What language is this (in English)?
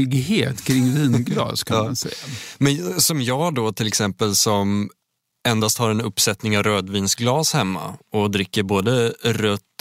Swedish